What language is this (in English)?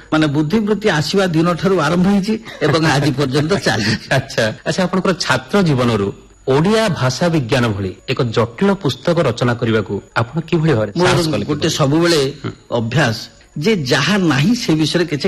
Odia